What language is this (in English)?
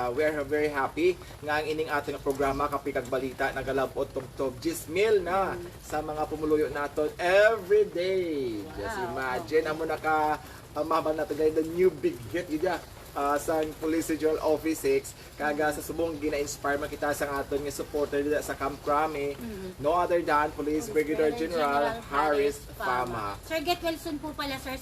Hiligaynon